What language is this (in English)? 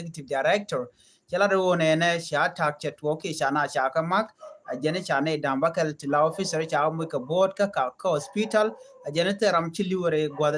Nuer